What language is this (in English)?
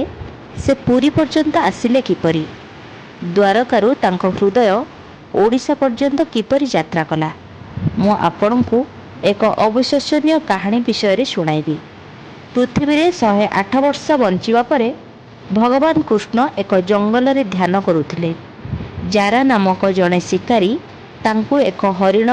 Odia